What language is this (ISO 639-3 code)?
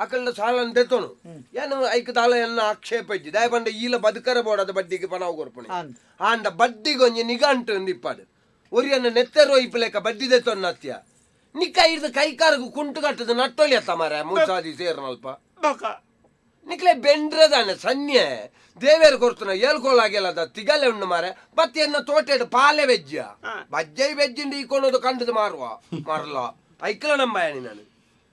tcy